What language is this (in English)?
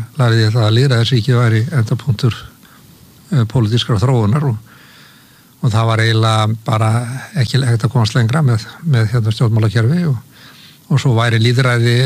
Icelandic